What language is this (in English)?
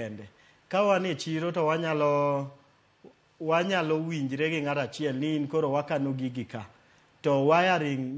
Luo (Kenya and Tanzania)